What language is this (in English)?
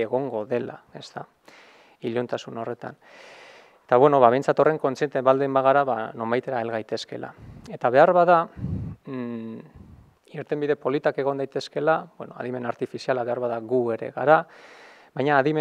Basque